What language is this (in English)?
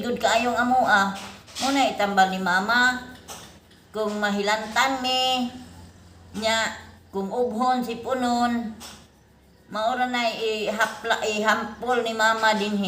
Cebuano